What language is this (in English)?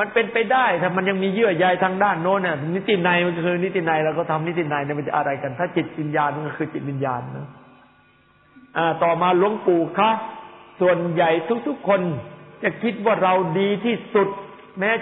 Thai